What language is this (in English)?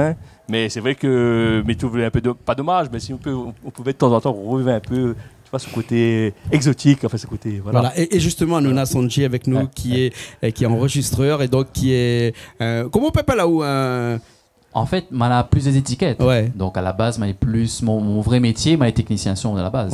Réunion Creole French